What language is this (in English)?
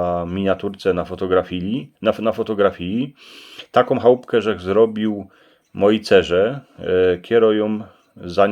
Silesian